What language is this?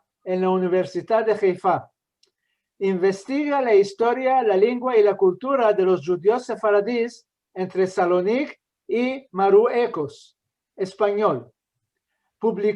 Ladino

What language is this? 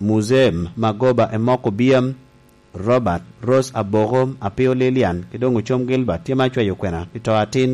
Lango (Uganda)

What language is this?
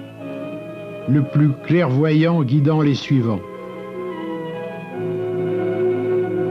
French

